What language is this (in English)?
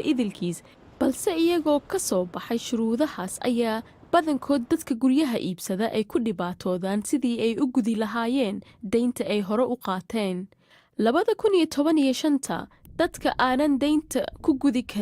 Somali